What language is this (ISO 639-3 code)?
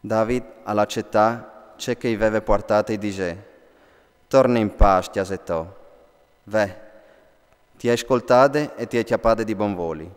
fur